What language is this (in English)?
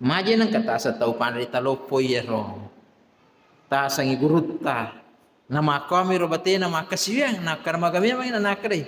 Buginese